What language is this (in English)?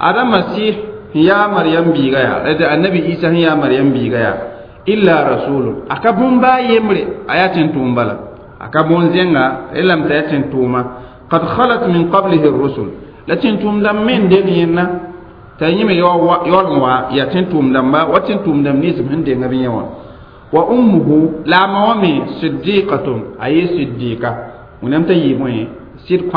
Mossi